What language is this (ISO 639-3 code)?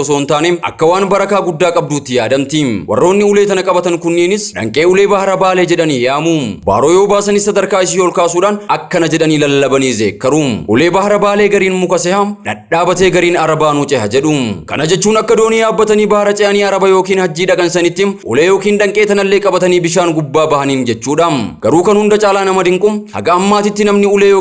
orm